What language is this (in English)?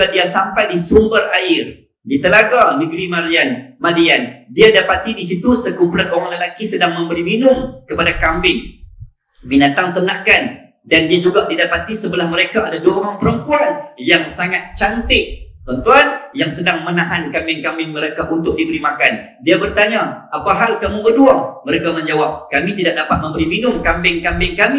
Malay